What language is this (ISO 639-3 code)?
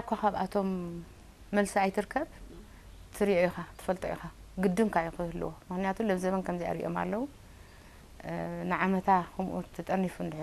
tir